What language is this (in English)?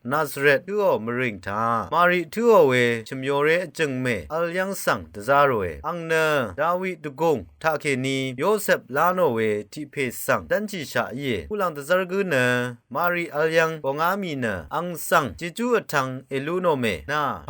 Rawang